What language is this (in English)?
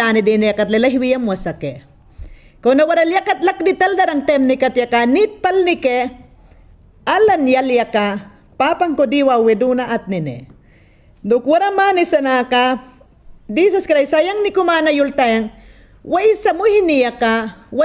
Mayangna